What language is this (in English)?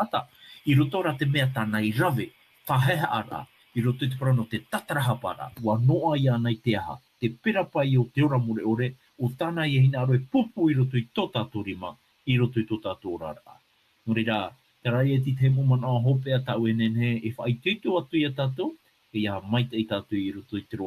Tahitian